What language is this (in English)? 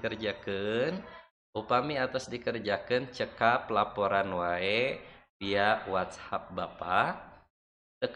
Sundanese